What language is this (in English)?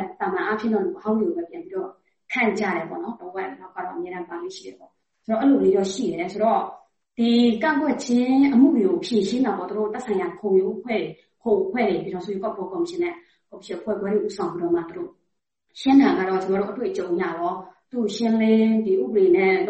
Burmese